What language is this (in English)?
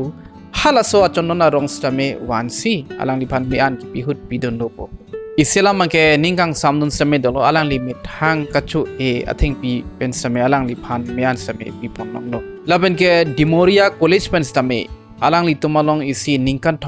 Karbi